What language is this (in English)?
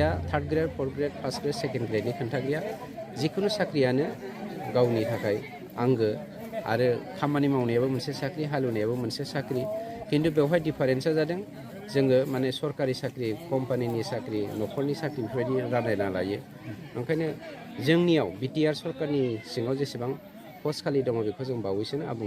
Bodo